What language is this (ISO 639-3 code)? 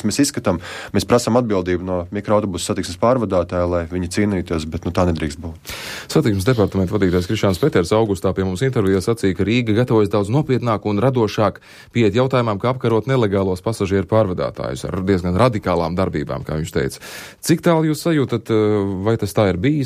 lav